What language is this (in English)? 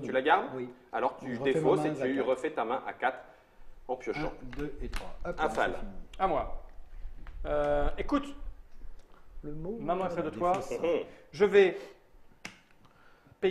French